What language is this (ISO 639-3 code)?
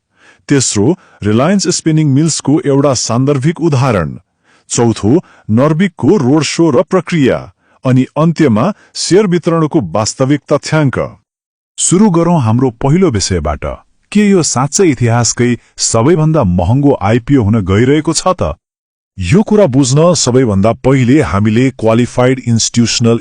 nep